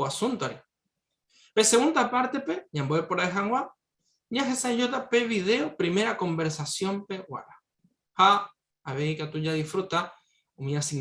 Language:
Guarani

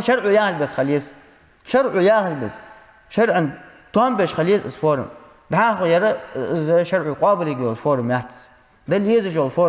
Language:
Ingush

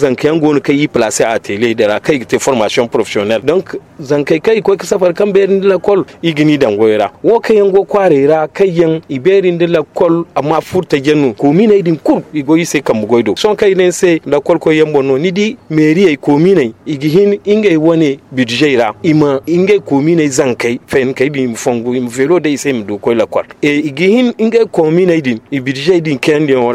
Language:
Zarma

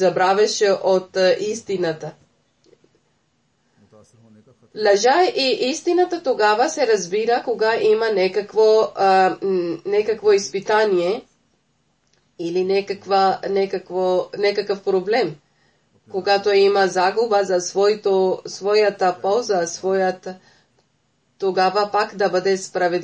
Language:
Bulgarian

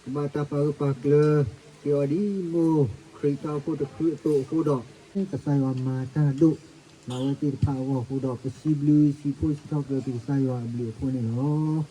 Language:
S'gaw Karen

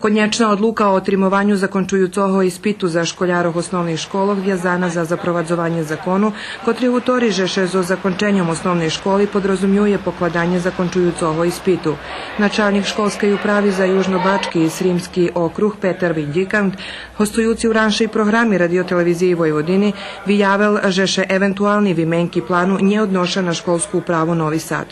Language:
Rusyn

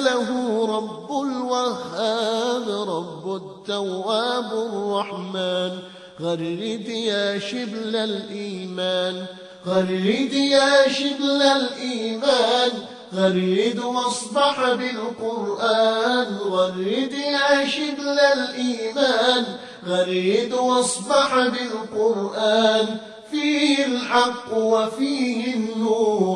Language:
Arabic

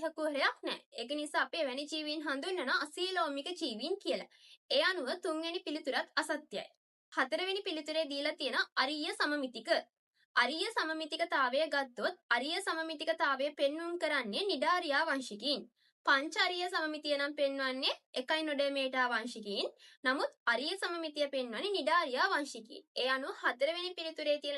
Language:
Sinhala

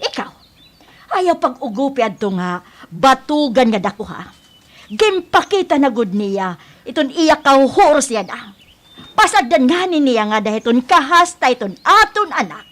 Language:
Waray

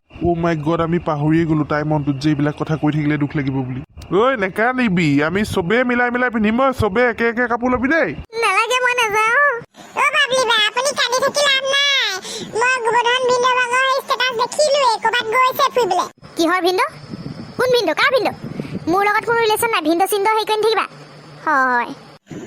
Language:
Assamese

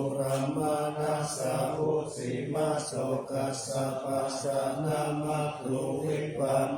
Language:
Pali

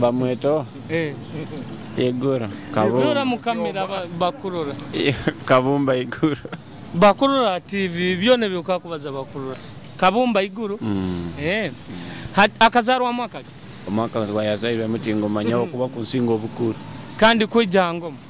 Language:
Nyoro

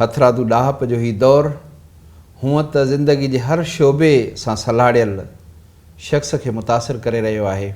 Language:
Sindhi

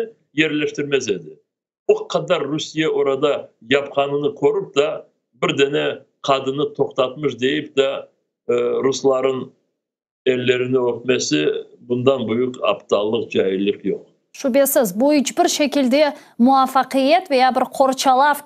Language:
Crimean Tatar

